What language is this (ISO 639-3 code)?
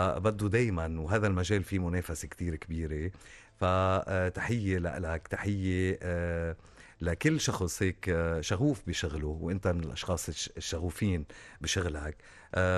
apc